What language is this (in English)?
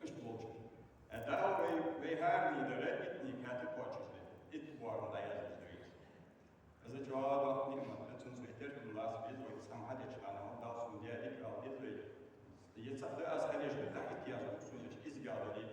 Ingush